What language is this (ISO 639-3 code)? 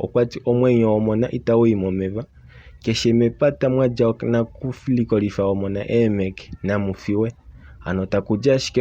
kua